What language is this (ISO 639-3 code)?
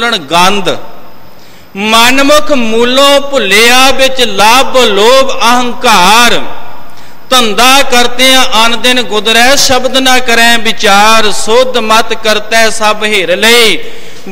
pan